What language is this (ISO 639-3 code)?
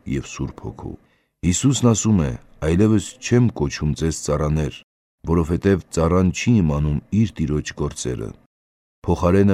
hye